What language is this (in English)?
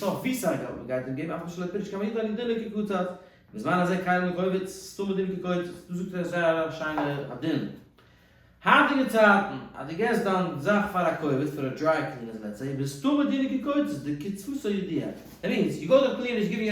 Yiddish